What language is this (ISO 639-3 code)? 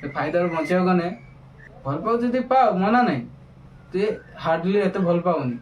ori